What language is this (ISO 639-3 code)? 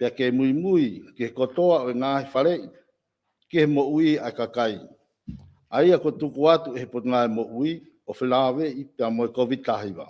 ton